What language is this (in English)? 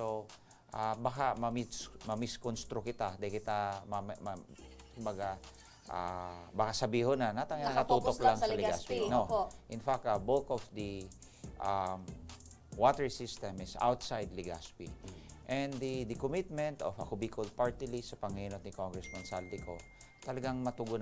Bikol